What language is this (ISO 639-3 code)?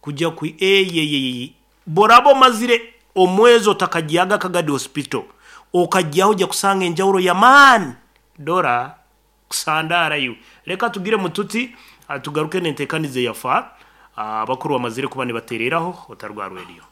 nyn